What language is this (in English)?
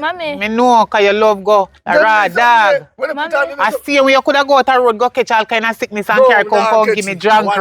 Jamaican Creole English